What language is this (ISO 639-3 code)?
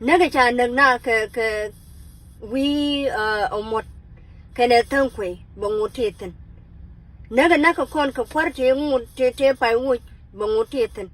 nus